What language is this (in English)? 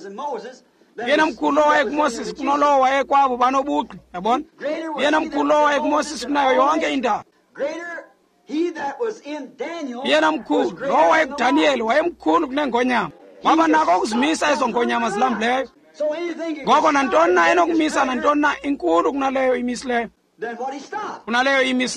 Xhosa